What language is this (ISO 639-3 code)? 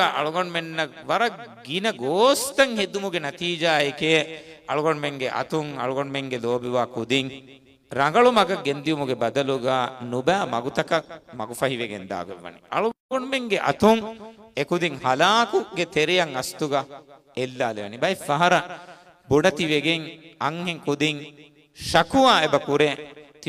div